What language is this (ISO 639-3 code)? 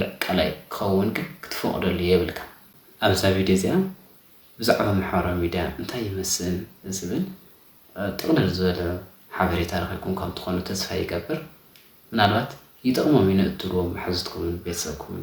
tir